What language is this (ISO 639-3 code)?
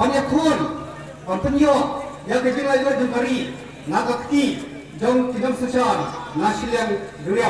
kha